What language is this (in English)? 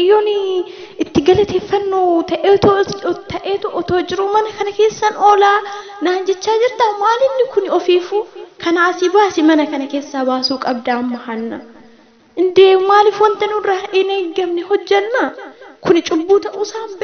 Oromo